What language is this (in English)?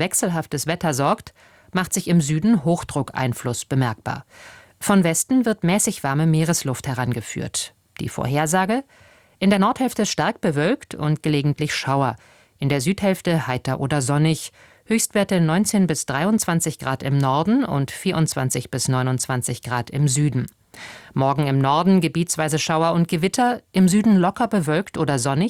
German